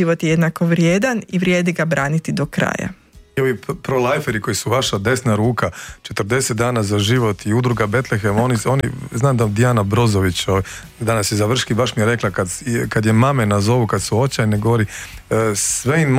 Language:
Croatian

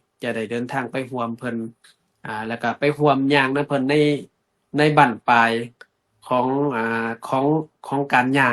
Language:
Lao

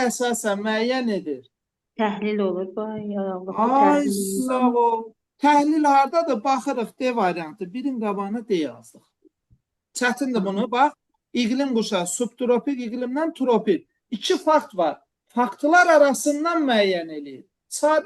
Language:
Azerbaijani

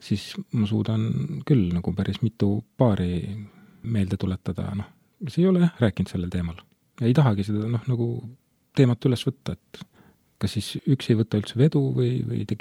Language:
Estonian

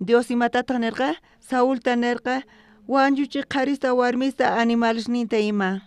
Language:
South Bolivian Quechua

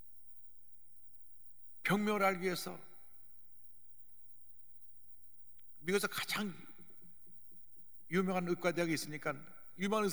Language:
Korean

